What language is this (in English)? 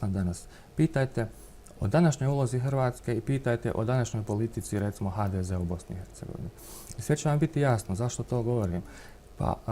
Bosnian